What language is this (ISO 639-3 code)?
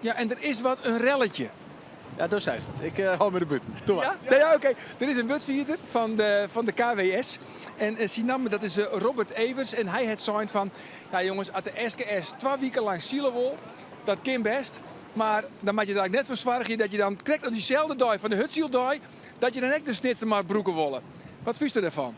fry